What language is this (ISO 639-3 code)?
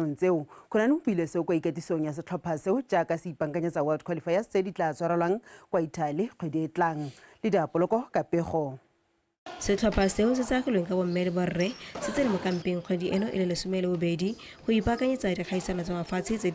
tsn